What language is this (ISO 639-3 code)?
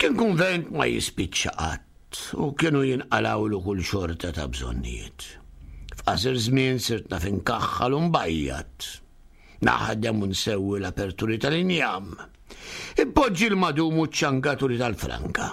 mlt